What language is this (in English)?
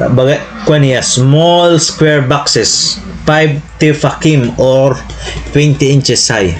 Waray